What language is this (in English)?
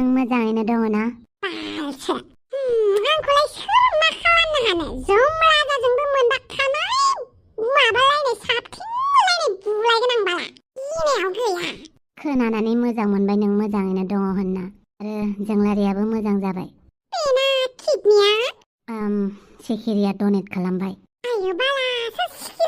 Bodo